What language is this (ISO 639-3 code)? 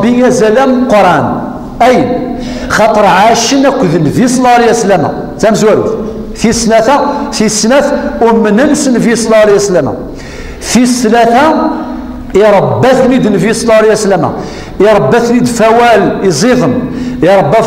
kab